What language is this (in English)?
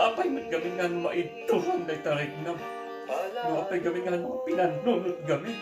Iloko